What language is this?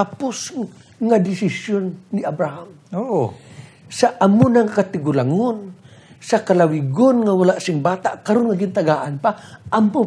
Hiligaynon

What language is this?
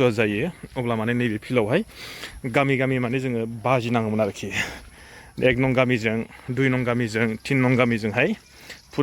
Bodo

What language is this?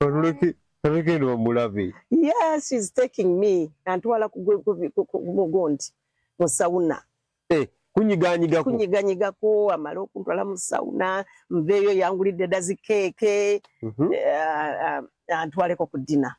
Ganda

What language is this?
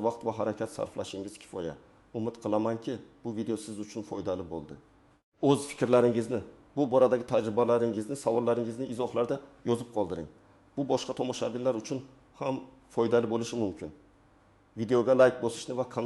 Uzbek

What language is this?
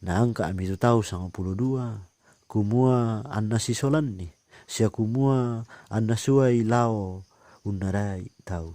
Toraja-Sa'dan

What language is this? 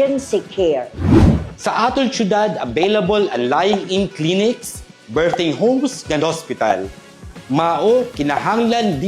Waray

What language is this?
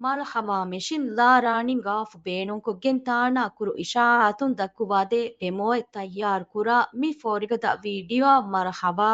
Divehi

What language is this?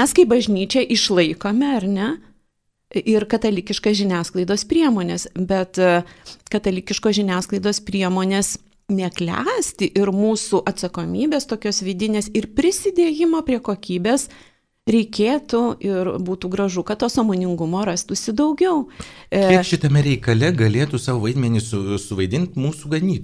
Lithuanian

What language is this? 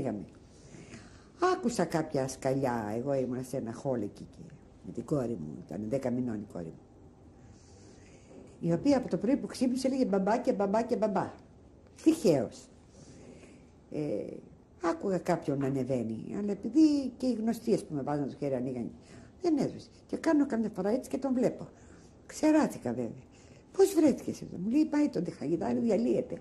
Greek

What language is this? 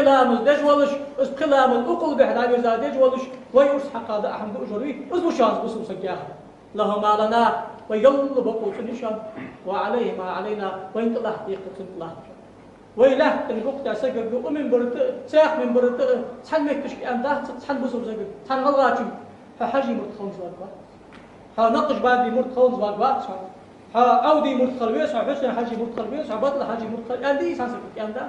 Ingush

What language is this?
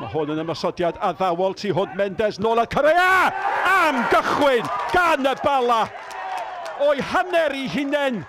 Welsh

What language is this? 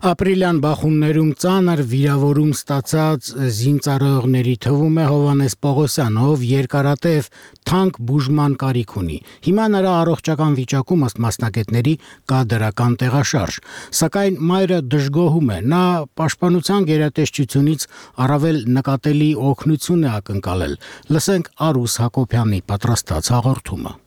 Armenian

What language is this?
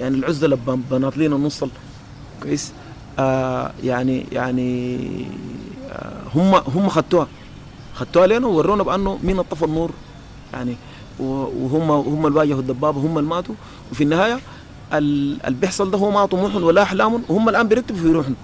Sudanese Arabic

